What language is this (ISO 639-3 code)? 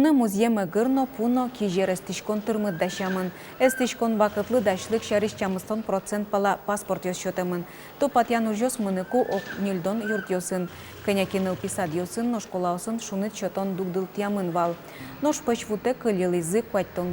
udm